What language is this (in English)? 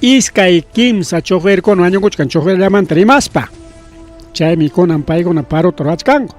Ayacucho Quechua